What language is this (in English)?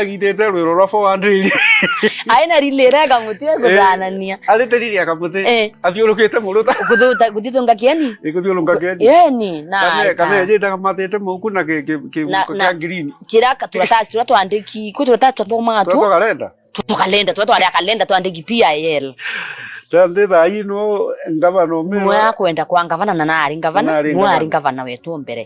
Meru